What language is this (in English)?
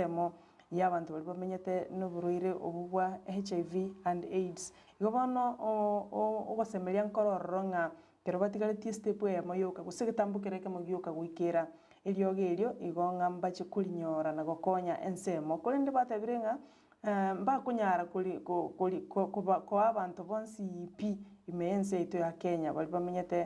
Gusii